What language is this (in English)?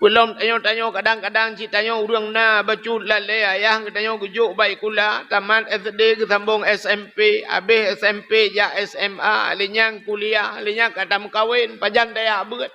Achinese